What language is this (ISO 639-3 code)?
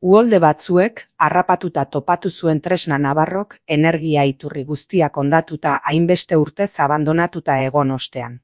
eus